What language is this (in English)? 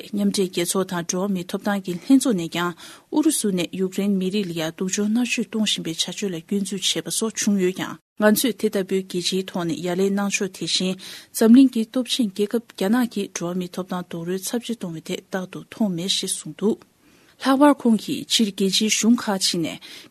Tibetan